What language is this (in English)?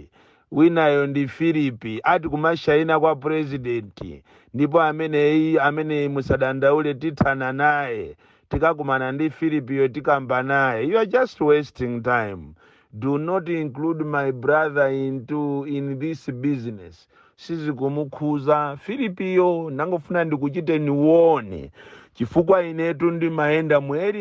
Nyanja